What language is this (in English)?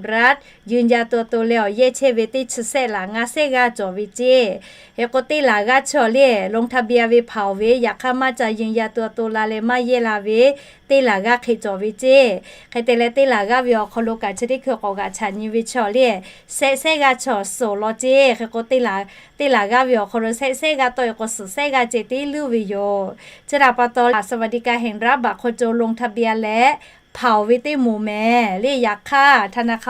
Lahu